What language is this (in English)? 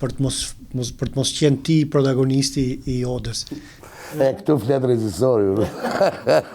Albanian